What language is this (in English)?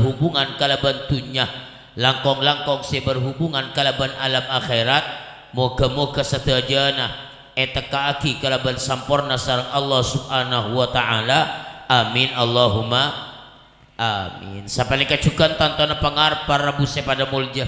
Madurese